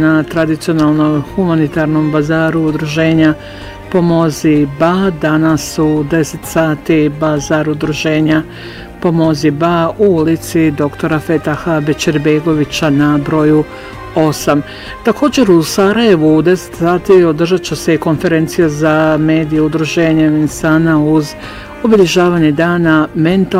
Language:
Bosnian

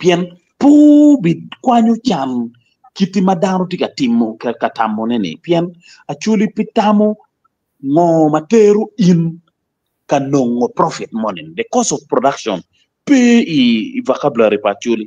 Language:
Acoli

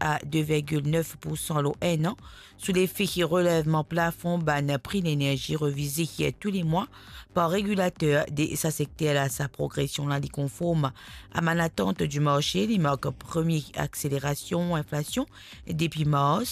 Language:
Morisyen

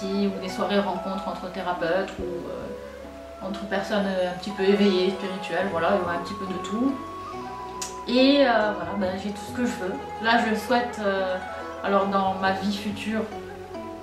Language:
French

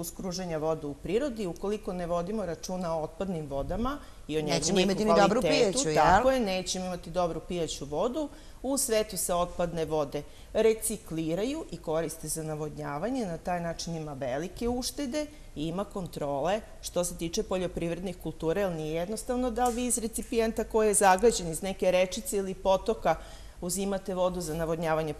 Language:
Serbian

